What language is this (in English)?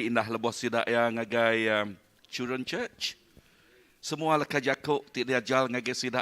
Iban